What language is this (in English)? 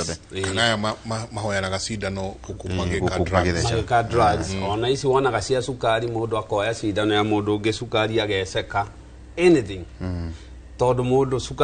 Kikuyu